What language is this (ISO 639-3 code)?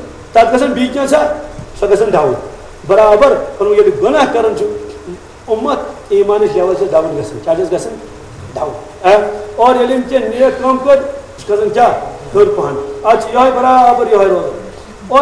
kas